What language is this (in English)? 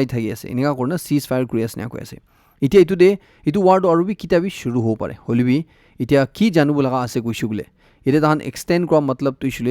Naga Pidgin